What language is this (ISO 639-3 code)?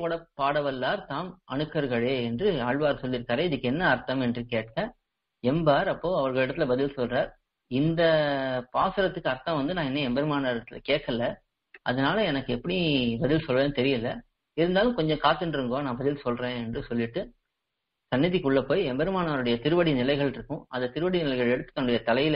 tam